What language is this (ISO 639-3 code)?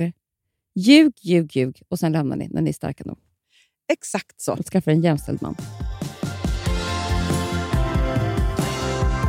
swe